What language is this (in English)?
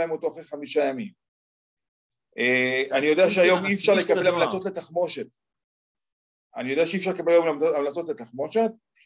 Hebrew